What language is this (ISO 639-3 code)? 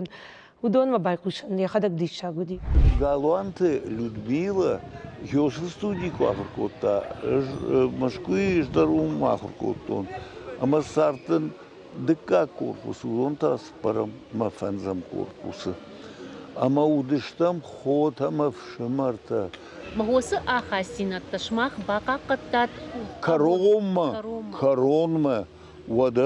oss